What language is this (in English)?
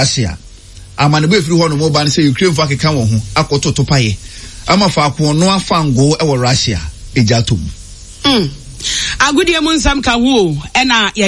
Akan